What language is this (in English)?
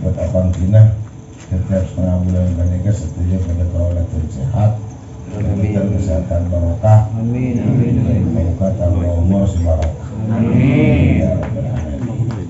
Madurese